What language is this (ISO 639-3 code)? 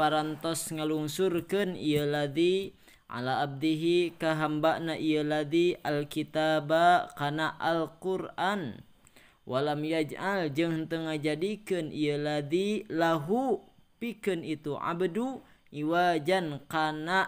sun